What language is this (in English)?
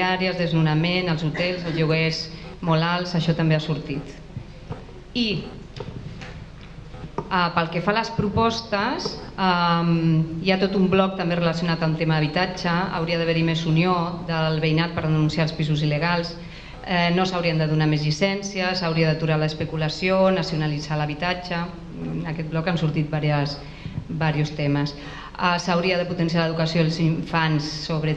Catalan